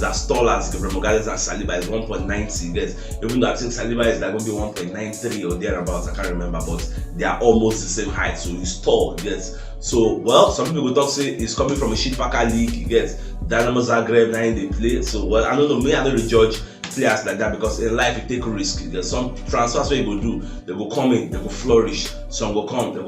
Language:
Nigerian Pidgin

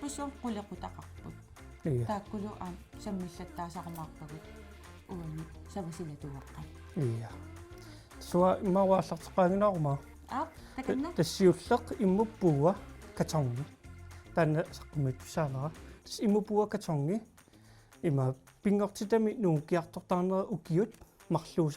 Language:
Kalaallisut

